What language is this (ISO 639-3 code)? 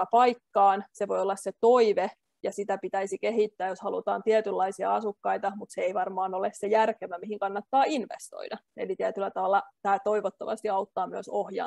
fin